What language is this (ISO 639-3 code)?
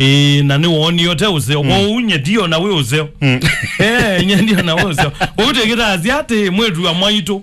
kam